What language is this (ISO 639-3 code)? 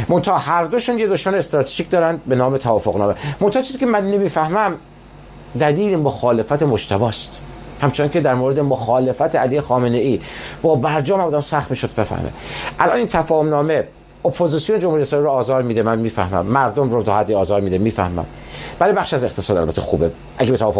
fas